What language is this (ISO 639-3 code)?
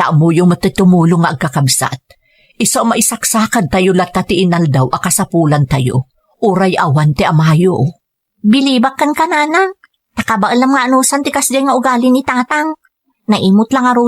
ilo